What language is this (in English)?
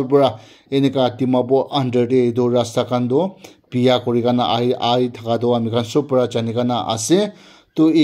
Naga Pidgin